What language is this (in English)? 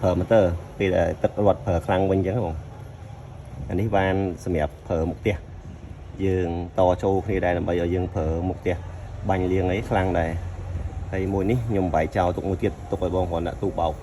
Khmer